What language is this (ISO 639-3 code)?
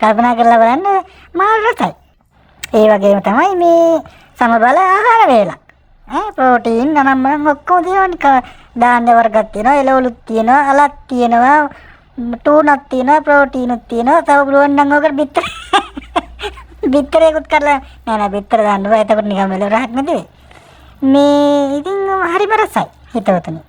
sin